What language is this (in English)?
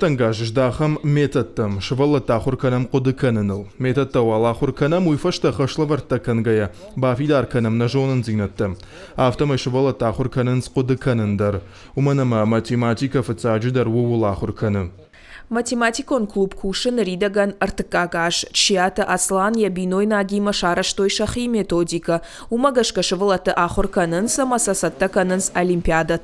Ossetic